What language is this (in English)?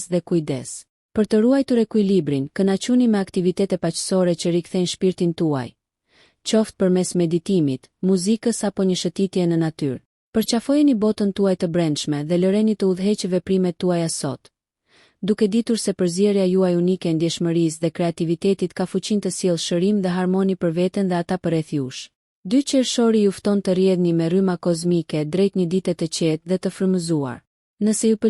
Albanian